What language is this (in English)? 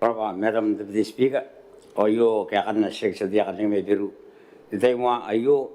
Gilbertese